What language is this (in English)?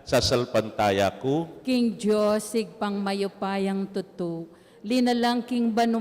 Pampanga